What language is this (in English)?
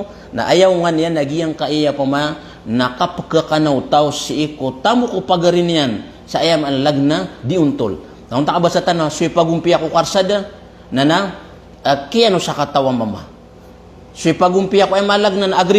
Maranao